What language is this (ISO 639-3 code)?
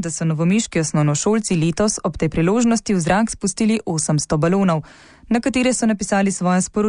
slv